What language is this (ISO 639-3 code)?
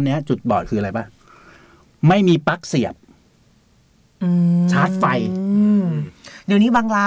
tha